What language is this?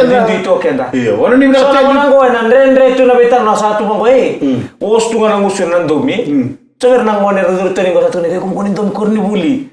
Fijian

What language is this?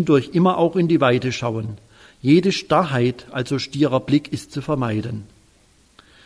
German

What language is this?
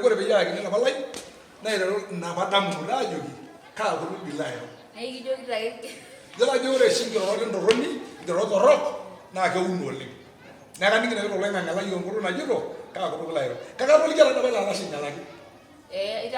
Masai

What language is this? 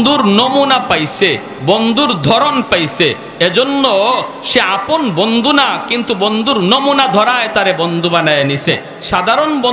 Bangla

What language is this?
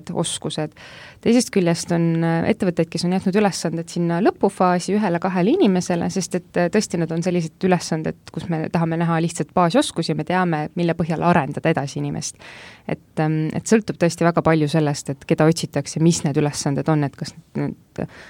Estonian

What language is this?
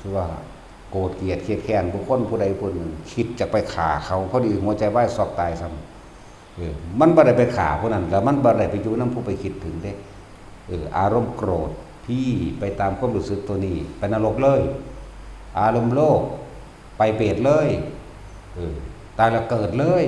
Northeastern Thai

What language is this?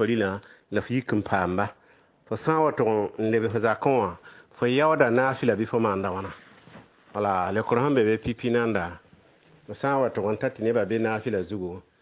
Mossi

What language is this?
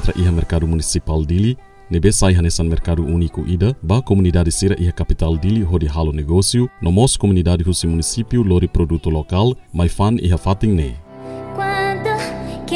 Tetum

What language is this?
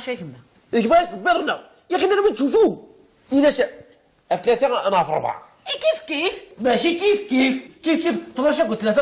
Kabyle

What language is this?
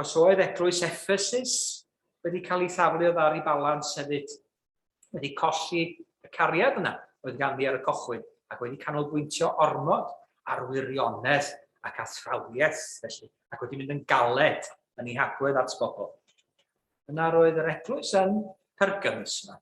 Welsh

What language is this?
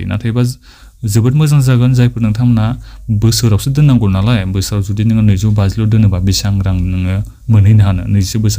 Bodo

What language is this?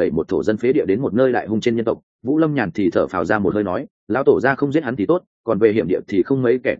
Vietnamese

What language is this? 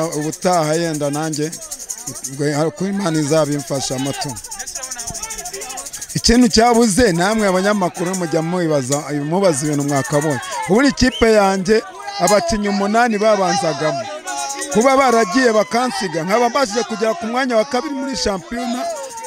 Kinyarwanda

